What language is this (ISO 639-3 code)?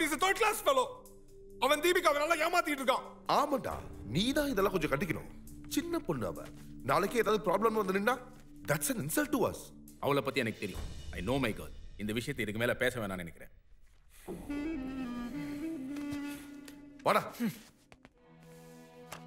tam